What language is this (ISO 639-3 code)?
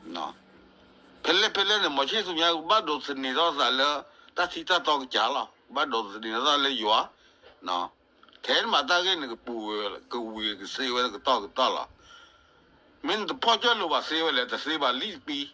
ksw